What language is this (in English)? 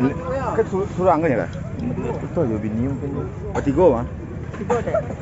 Minangkabau